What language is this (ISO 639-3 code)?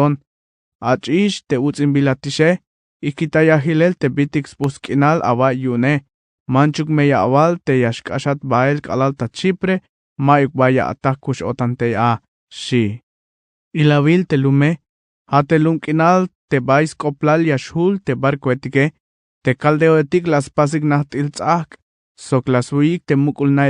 tzh